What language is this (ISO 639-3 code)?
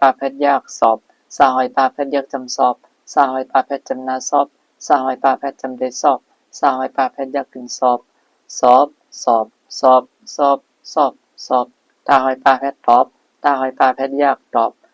shn